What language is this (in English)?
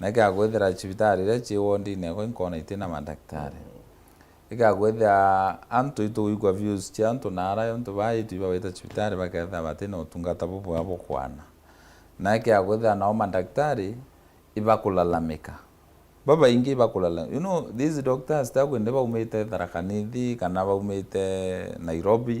Meru